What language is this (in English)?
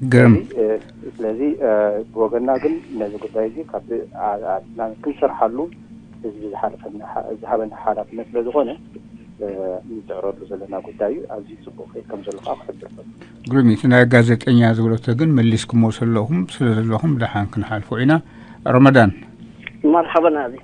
Tigrinya